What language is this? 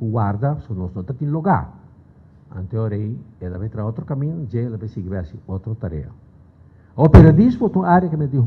Papiamento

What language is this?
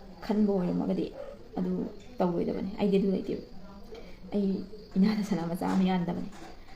Manipuri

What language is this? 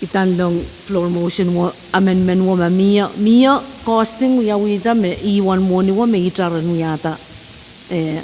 Pohnpeian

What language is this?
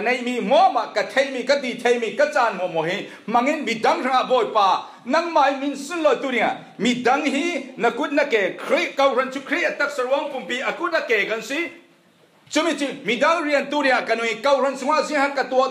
Falam Chin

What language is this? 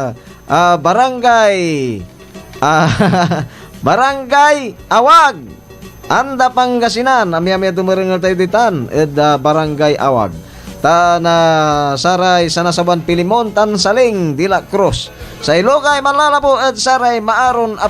Pangasinan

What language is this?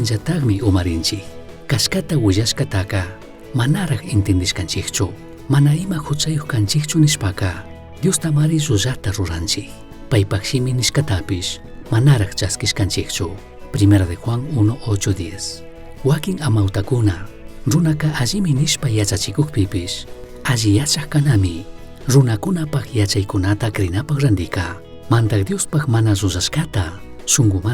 Chimborazo Highland Quichua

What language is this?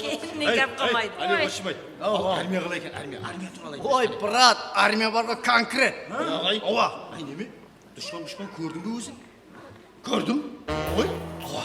Kara-Kalpak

